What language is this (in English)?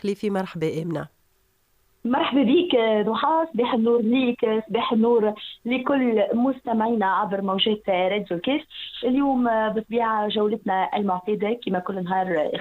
Tunisian Arabic